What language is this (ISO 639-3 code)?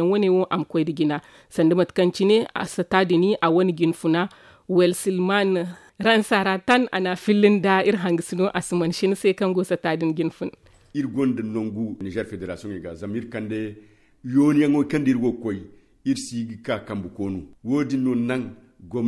dje